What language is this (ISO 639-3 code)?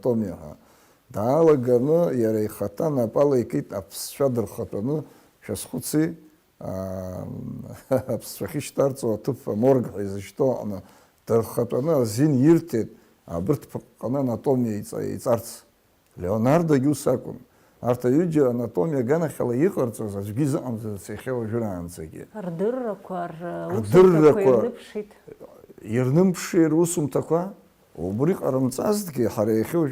abk